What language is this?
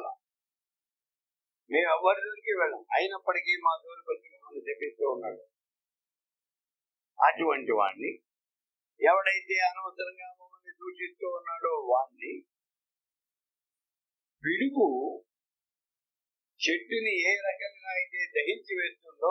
Telugu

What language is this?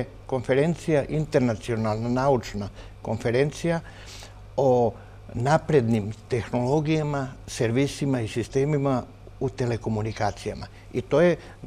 Serbian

